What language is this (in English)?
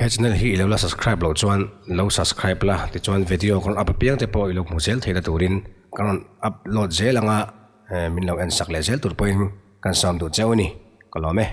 Mizo